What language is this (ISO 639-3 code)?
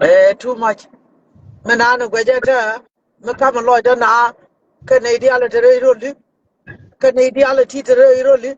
nus